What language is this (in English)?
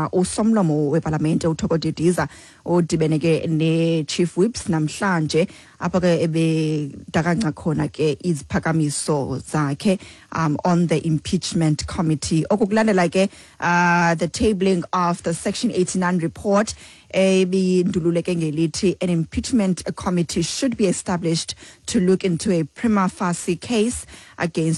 Xhosa